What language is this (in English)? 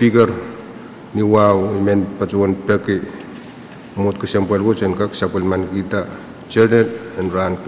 Pohnpeian